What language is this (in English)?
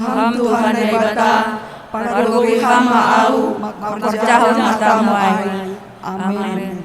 Batak Simalungun